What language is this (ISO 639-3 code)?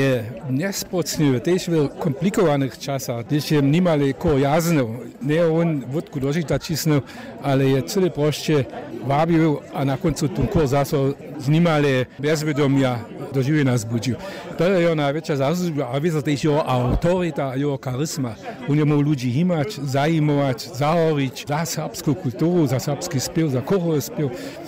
hsb